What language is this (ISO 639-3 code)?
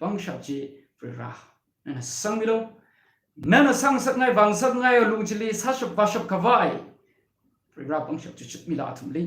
nmf